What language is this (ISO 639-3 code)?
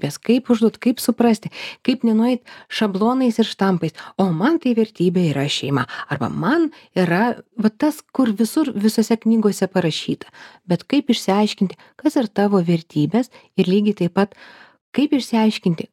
lit